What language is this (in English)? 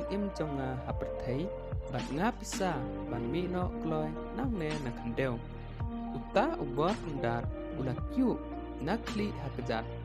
Khasi